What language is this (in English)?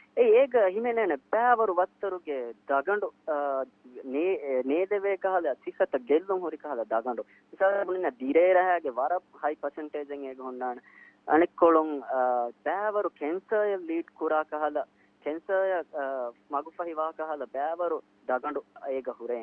Divehi